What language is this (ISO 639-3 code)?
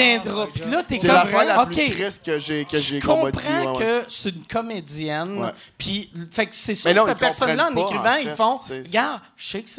fra